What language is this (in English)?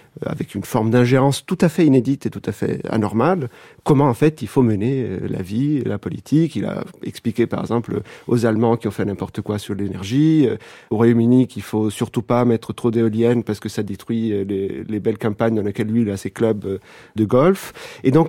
French